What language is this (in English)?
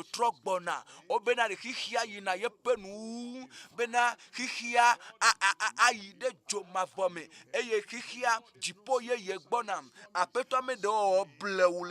Ewe